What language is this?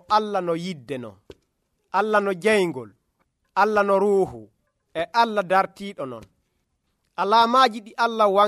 Nigerian Fulfulde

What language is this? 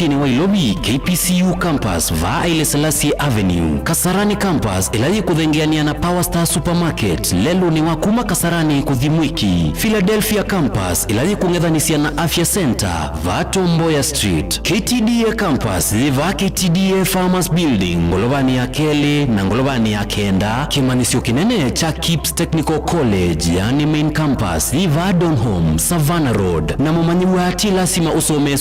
Kamba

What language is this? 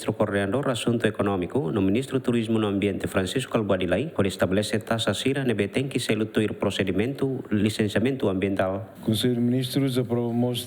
Tetum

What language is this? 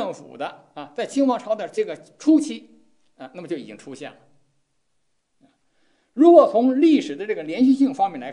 Chinese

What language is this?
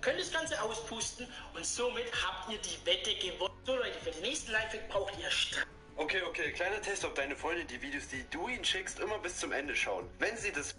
Bavarian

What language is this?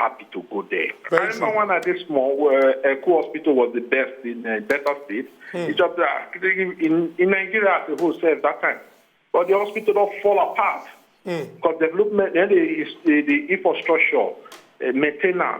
Nigerian Pidgin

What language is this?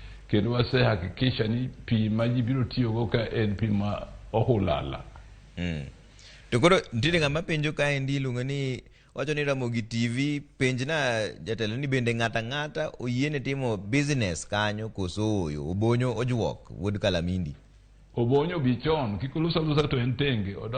Luo (Kenya and Tanzania)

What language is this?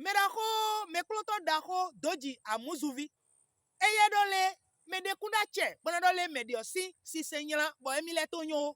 Fon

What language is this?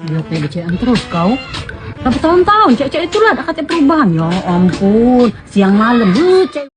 Musi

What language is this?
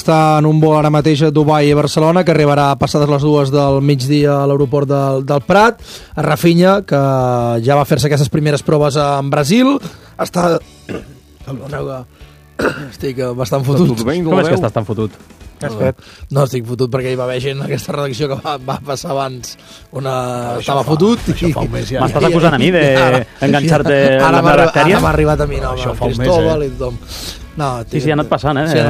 Catalan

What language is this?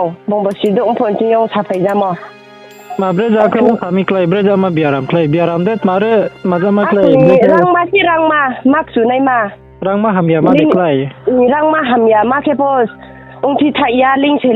Riang (India)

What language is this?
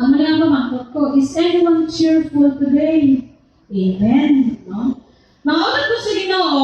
Hiligaynon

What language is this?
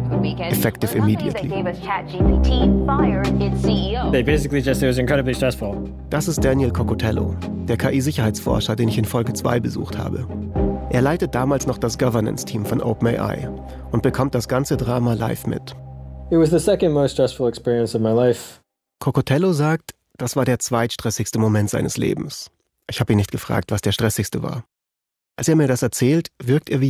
German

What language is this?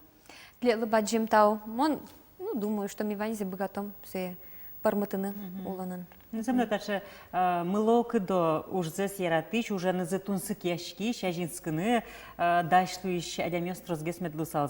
Udmurt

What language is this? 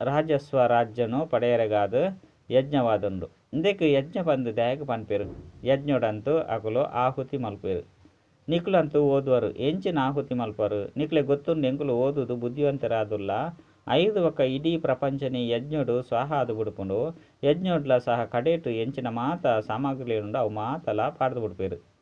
Tulu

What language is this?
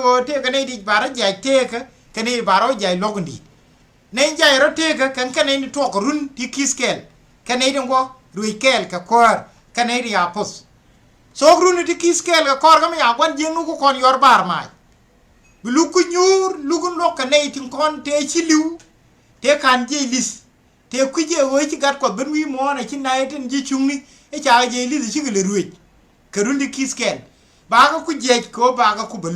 Nuer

